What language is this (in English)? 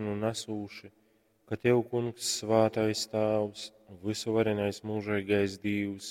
Latgalian